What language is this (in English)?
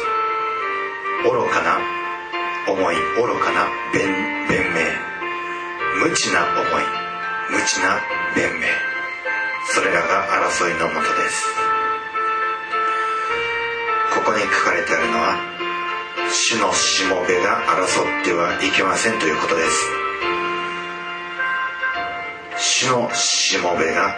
Japanese